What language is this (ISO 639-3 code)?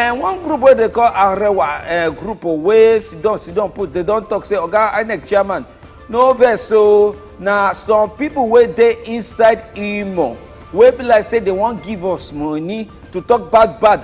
pcm